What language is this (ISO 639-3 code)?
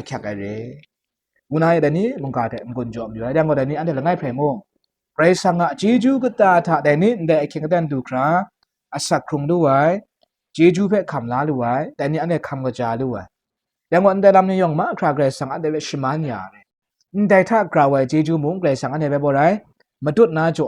kac